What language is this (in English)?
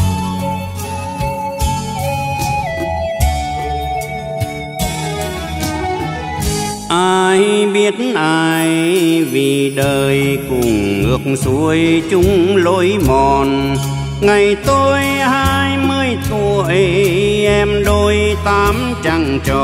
Vietnamese